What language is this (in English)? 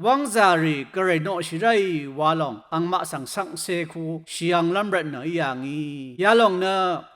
Rawang